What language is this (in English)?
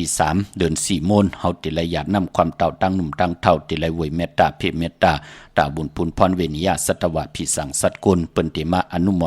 Shan